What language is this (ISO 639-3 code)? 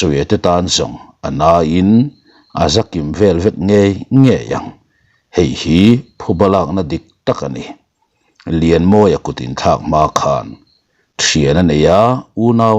lus